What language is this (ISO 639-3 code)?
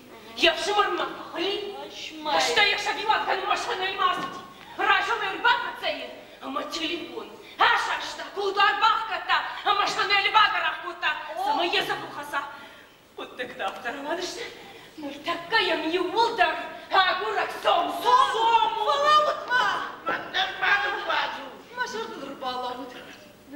oss